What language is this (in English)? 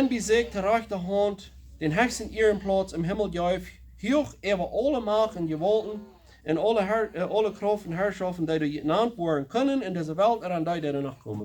Plautdietsch